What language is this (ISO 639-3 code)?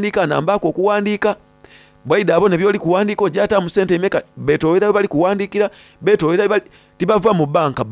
xog